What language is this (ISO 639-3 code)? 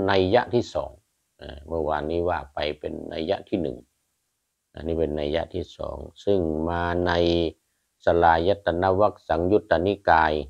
tha